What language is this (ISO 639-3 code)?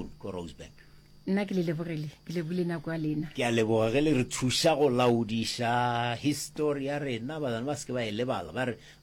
nso